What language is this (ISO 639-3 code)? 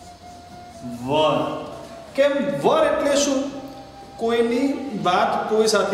guj